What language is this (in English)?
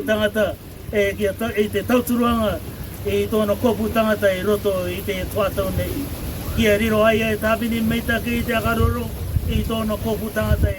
Rarotongan